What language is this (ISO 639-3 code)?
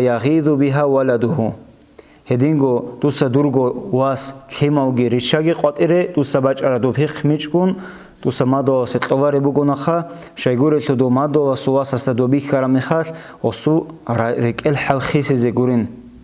ava